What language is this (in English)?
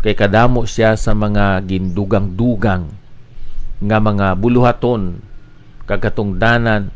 Hiligaynon